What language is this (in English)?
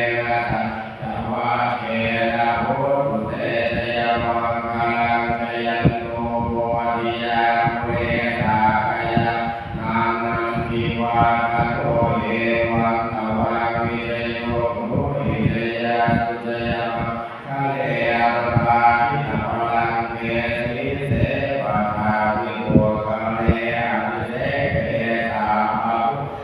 Pali